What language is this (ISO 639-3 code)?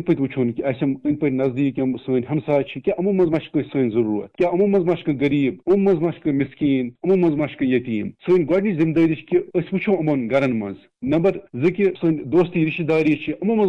kas